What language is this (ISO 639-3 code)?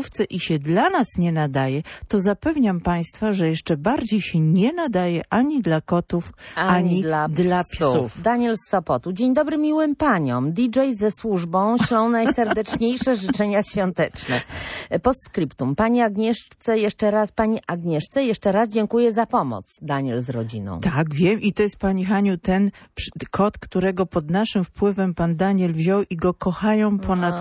pol